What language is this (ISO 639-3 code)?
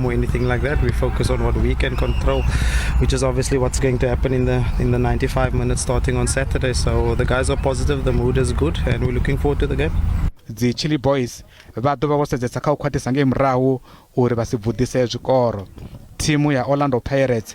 ven